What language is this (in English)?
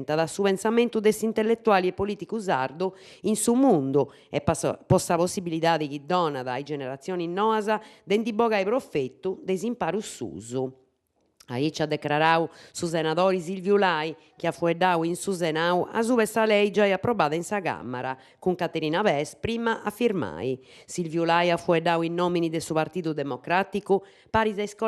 Sardinian